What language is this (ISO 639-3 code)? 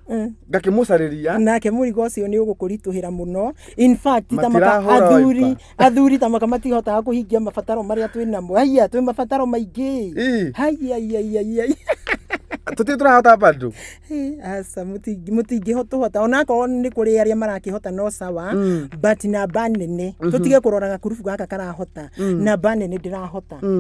kik